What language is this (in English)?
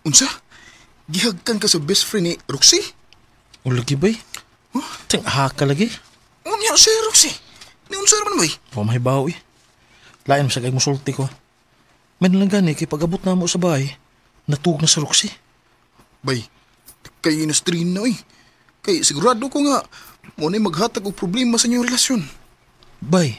Cebuano